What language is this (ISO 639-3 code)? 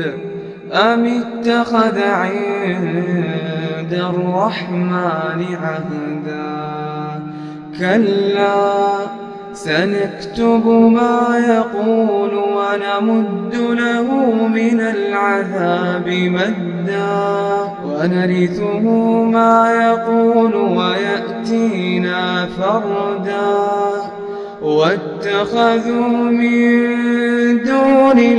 ara